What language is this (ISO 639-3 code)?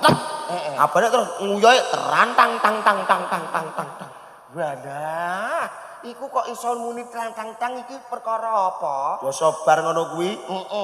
jav